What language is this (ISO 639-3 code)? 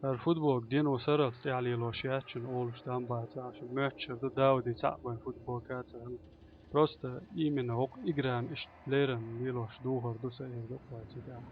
che